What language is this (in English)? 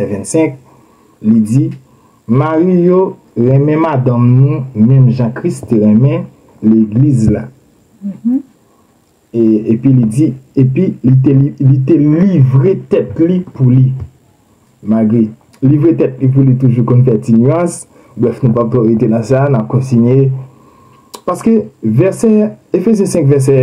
Haitian Creole